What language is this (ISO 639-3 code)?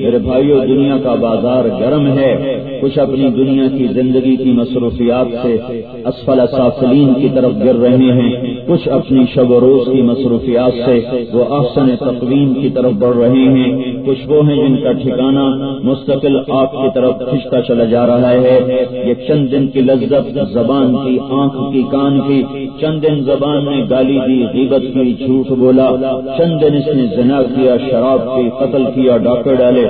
urd